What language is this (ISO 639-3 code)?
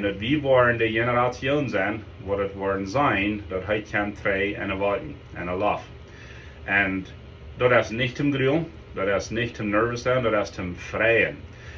pdt